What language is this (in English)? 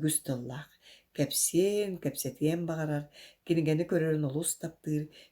Yakut